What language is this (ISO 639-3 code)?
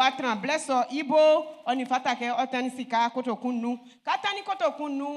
bci